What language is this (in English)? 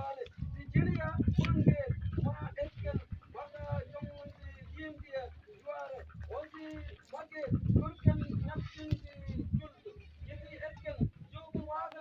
Mabaan